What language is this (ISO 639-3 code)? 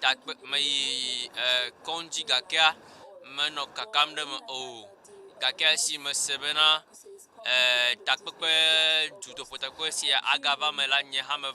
ewe